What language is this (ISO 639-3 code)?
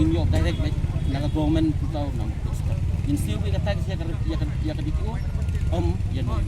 kha